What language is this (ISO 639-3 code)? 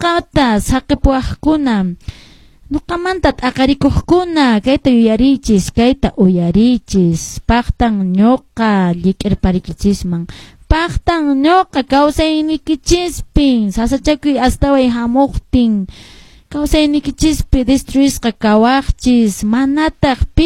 que